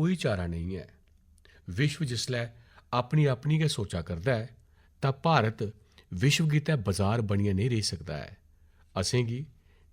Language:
Dogri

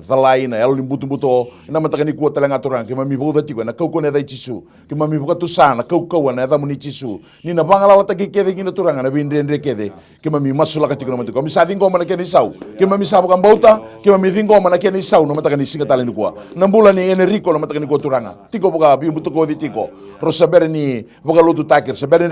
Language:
Fijian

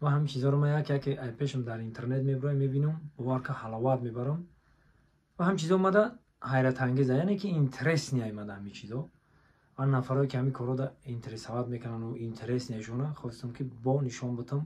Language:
Tajik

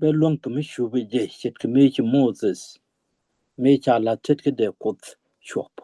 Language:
Nuer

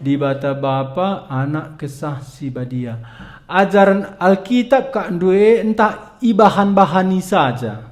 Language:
Batak Karo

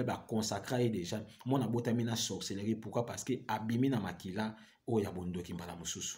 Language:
Lingala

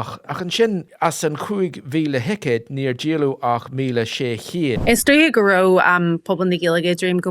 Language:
Irish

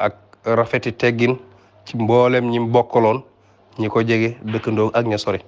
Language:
Wolof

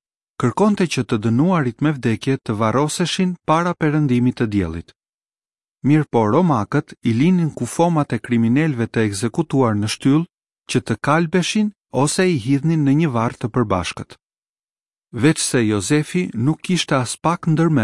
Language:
Albanian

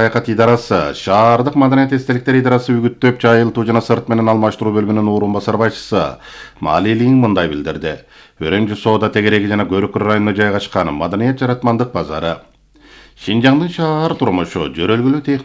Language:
Kyrgyz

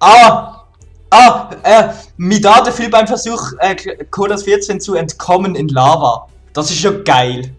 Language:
Swiss German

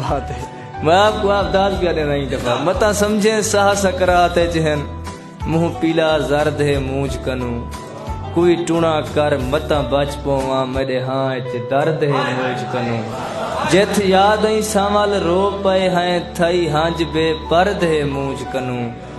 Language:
Saraiki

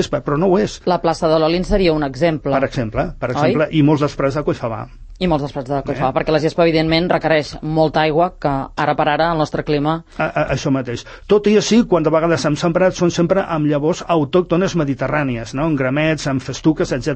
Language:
Catalan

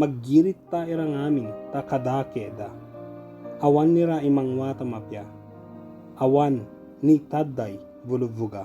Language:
Ibanag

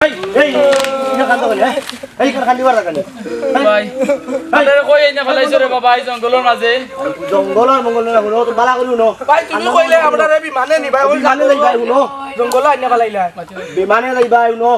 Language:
Sylheti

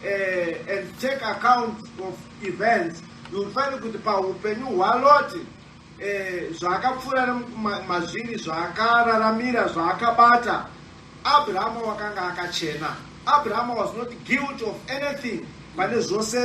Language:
Shona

